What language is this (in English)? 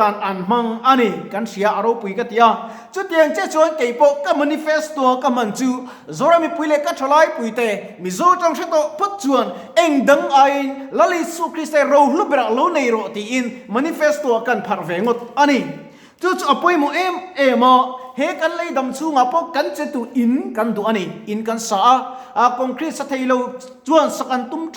Mizo